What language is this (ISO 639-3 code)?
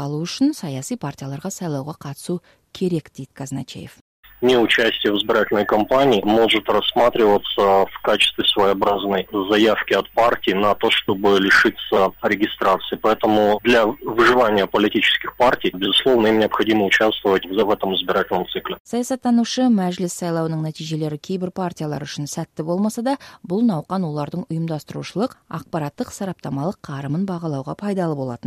kaz